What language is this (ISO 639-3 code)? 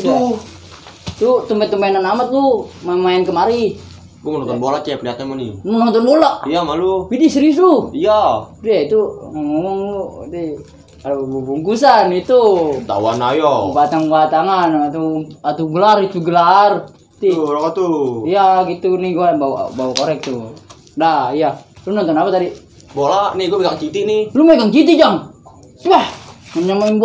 bew